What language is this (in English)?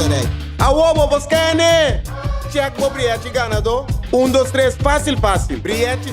Papiamento